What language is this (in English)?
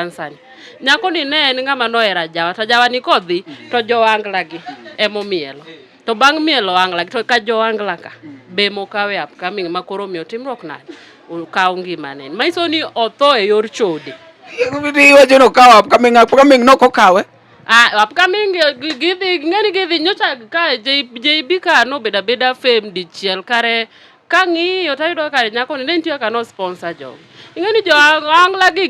Luo (Kenya and Tanzania)